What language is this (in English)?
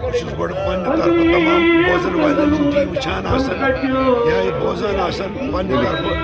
Kashmiri